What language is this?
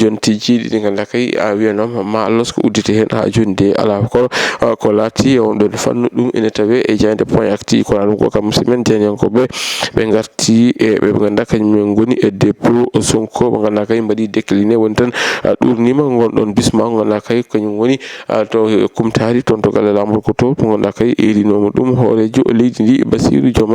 Fula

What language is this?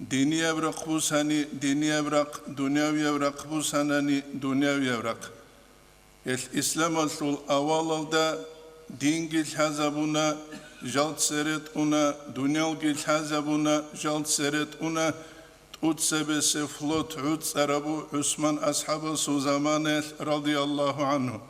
Avaric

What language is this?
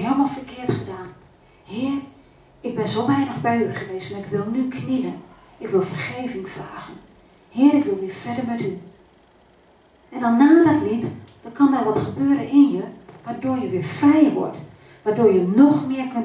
Dutch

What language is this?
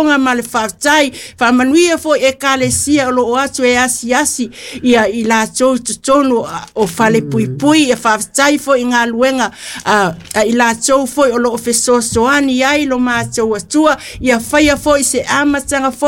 Samoan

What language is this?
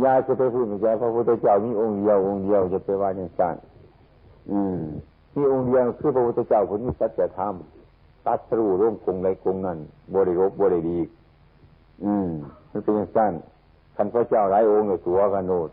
Northeastern Thai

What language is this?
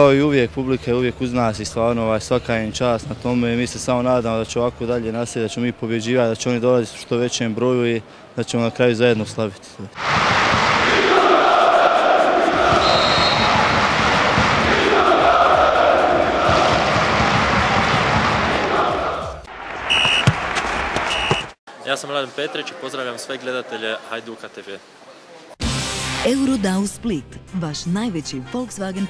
Croatian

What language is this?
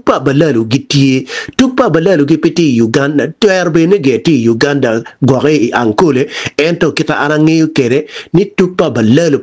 Acoli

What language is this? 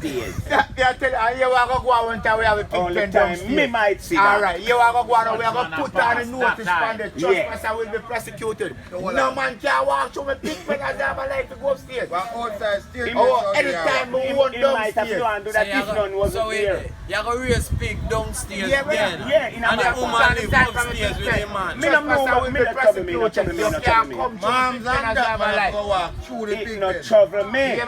Jamaican Creole English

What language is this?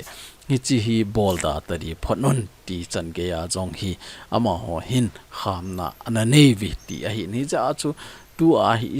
Thado Chin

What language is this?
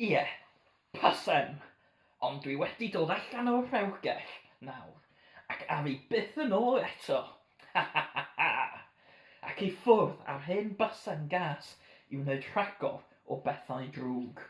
Welsh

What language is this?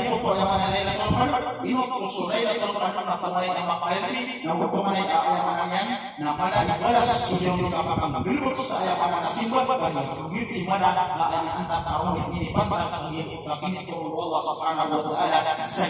Maranao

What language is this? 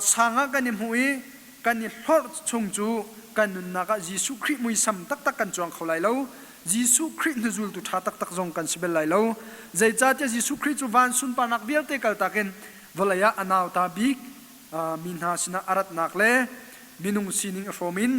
Hakha Chin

